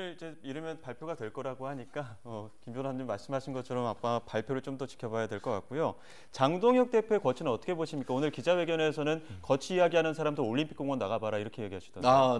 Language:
Korean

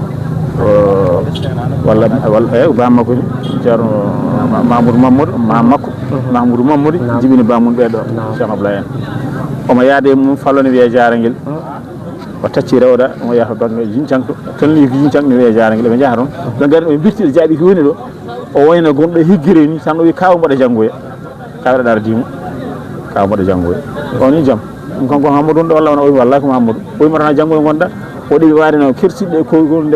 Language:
Fula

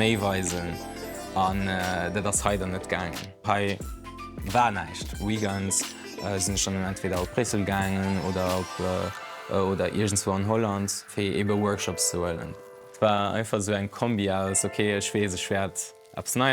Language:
Luxembourgish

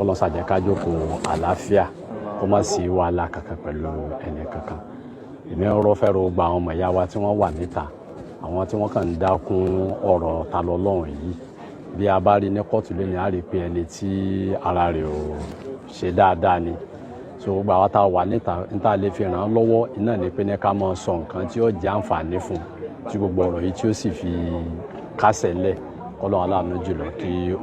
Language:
Yoruba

